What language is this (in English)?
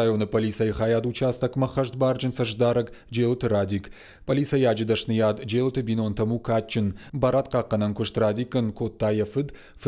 Ossetic